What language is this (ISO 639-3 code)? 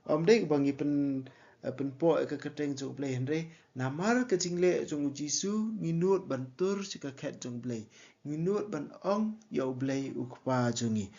kha